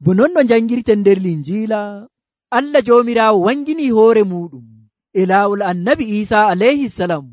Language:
Nigerian Fulfulde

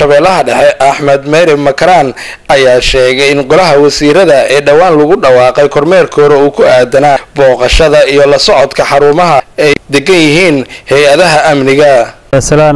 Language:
Somali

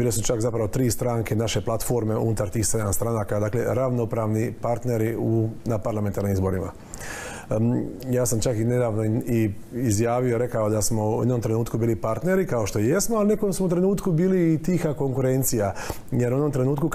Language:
Croatian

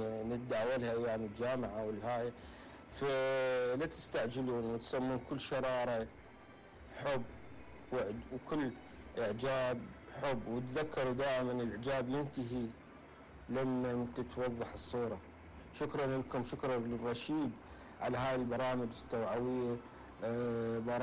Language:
Mesopotamian Arabic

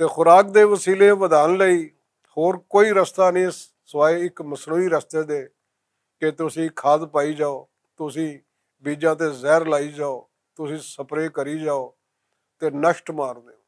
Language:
Western Panjabi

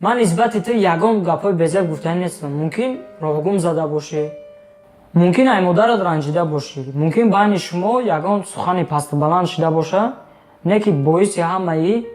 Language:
Tajik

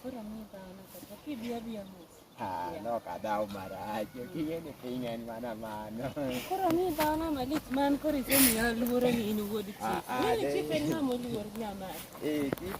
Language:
Luo (Kenya and Tanzania)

